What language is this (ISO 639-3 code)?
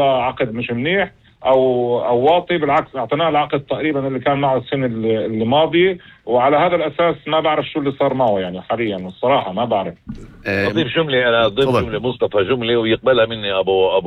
apc